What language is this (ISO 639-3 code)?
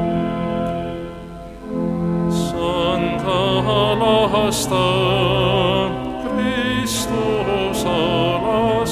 est